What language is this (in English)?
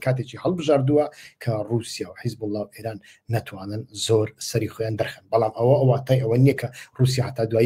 Central Kurdish